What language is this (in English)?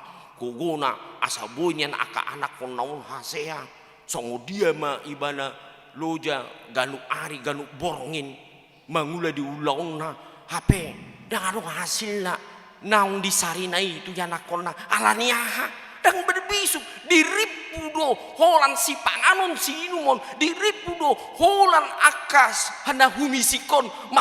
Batak Toba